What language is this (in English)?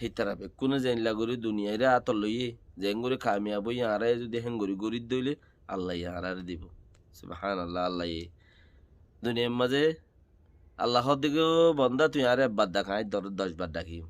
Rohingya